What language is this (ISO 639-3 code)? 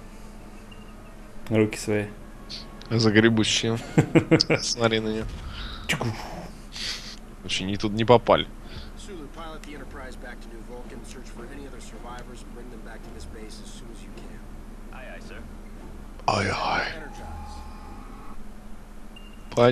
rus